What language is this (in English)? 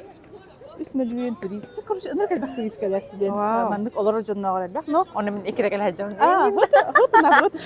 Yakut